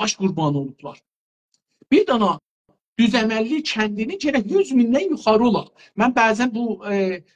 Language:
South Azerbaijani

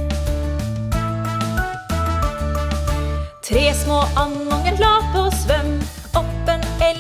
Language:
Norwegian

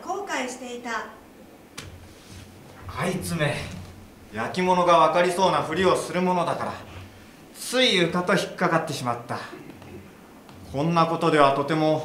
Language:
Japanese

